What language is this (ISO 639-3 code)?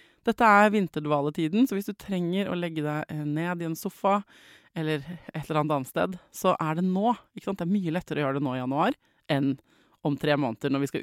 nor